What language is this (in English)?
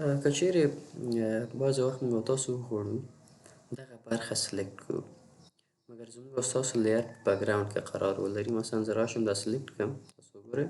Pashto